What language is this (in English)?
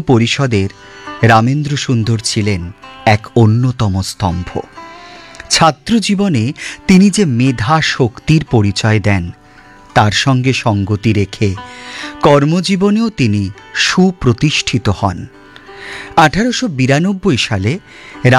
Bangla